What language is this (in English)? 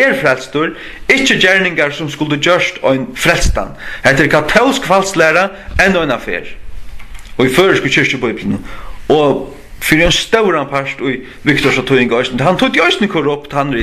Faroese